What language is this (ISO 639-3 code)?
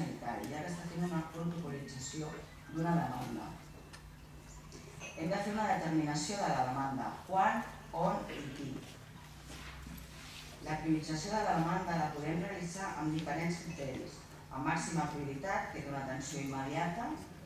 cat